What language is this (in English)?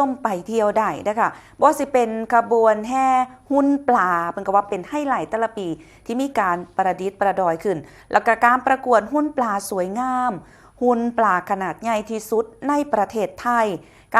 Northeastern Thai